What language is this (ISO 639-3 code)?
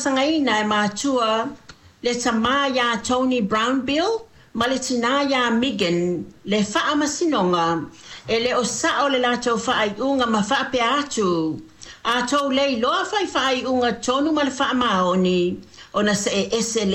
smo